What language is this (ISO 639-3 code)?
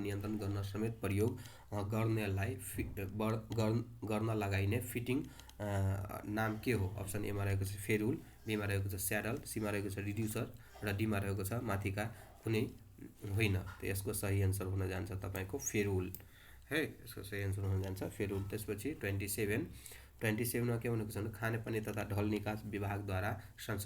nep